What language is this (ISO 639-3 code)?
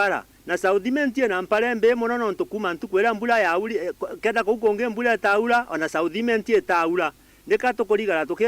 mer